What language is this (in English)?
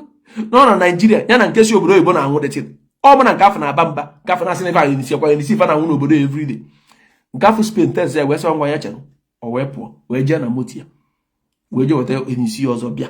Igbo